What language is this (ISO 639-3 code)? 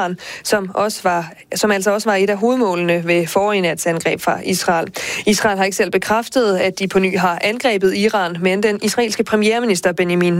dan